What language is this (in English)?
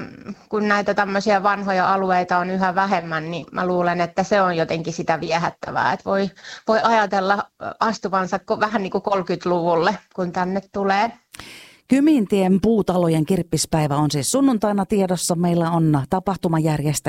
Finnish